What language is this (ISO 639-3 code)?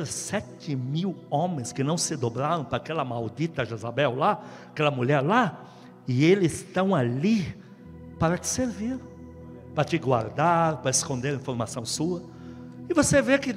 por